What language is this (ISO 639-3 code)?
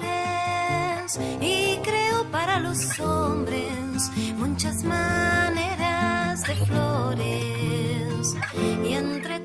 lad